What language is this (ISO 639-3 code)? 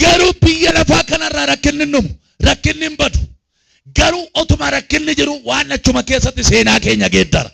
orm